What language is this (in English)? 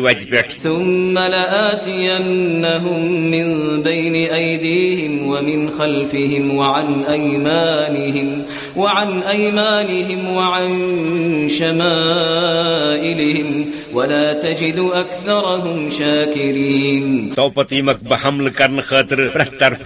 Kashmiri